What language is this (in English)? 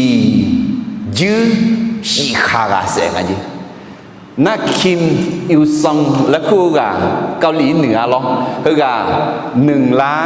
Akha